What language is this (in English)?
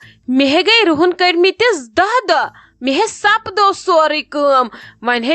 Kashmiri